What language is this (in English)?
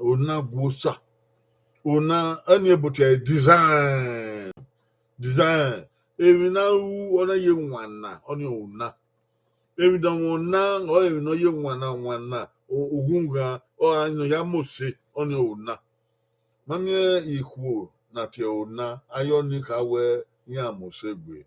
Bini